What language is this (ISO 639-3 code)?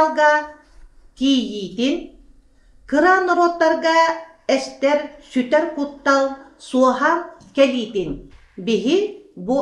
sah